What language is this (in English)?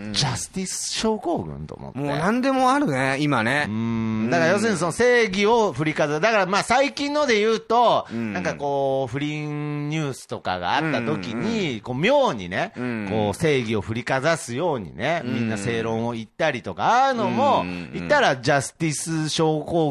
Japanese